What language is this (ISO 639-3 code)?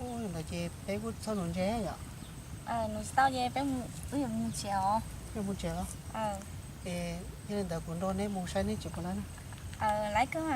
hmn